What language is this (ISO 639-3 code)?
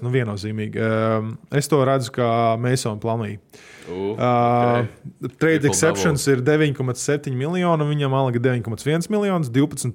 lav